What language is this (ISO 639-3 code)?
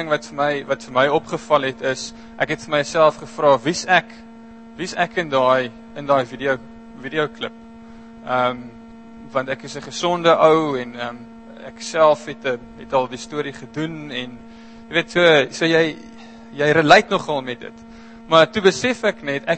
afr